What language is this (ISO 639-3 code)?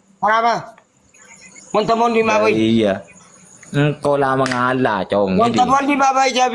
mad